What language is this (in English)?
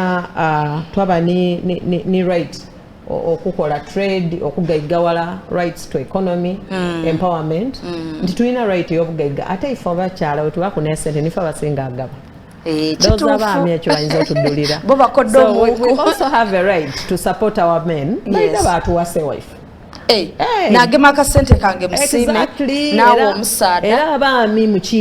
Soga